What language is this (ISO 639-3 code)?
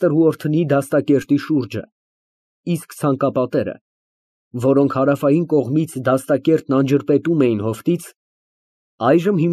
hye